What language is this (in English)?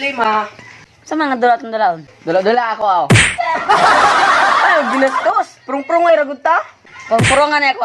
Cebuano